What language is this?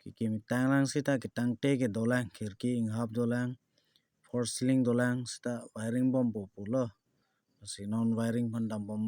Karbi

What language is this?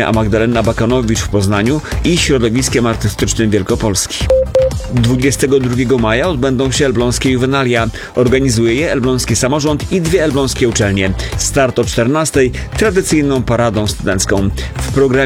Polish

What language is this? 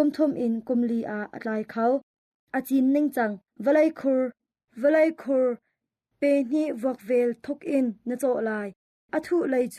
Hakha Chin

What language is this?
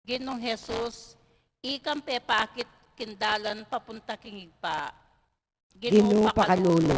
Pampanga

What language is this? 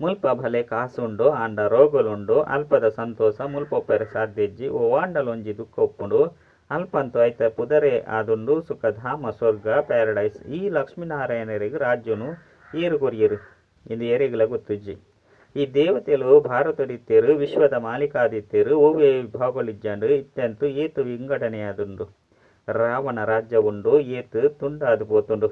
Tulu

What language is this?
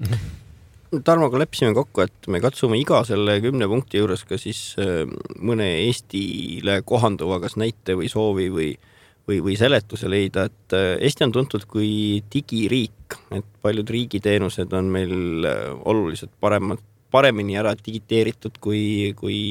Estonian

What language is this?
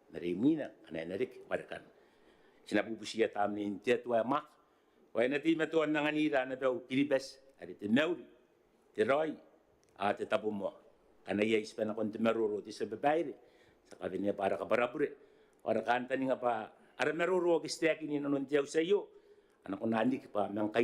Gilbertese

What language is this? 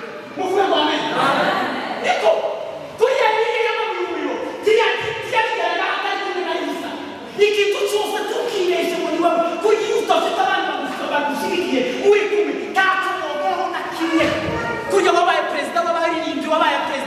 Kinyarwanda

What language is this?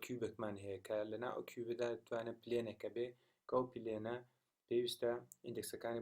Central Kurdish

